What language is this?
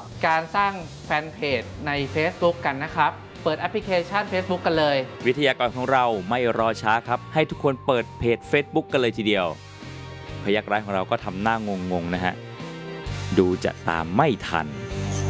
Thai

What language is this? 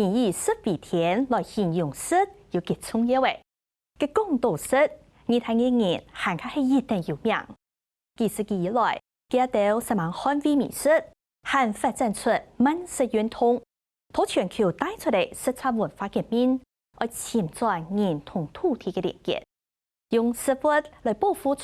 Hakka Chinese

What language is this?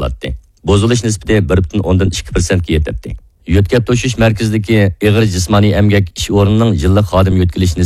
Uyghur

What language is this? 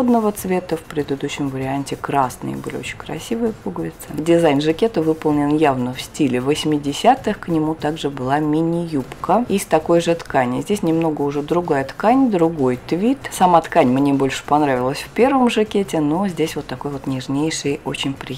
Russian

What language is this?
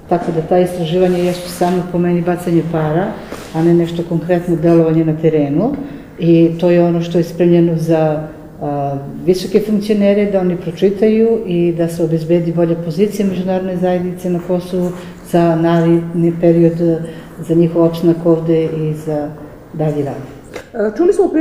Serbian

